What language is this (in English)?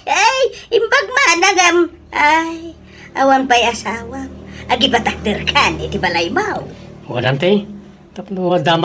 Iloko